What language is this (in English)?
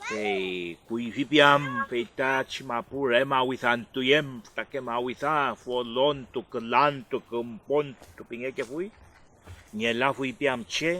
Mapuche